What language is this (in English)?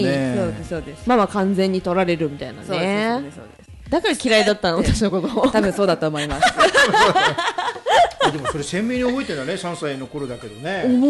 Japanese